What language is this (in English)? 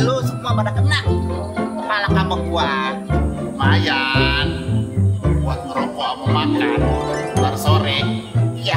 Betawi